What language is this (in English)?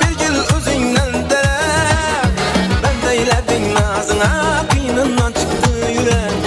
Kara-Kalpak